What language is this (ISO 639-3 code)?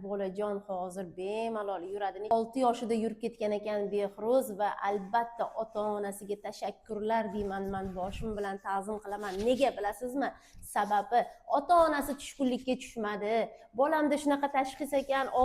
uzb